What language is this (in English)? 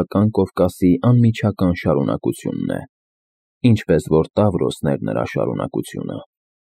Armenian